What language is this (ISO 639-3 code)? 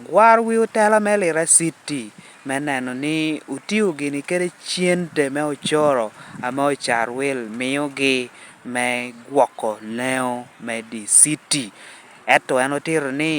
laj